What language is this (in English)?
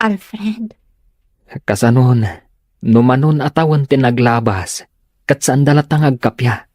Iloko